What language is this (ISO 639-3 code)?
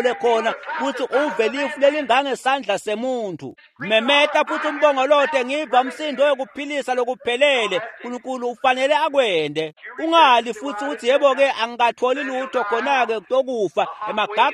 ssw